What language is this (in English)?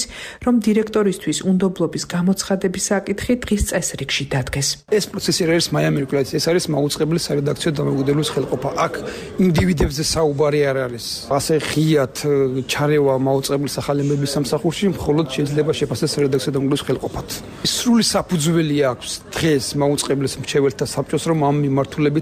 Georgian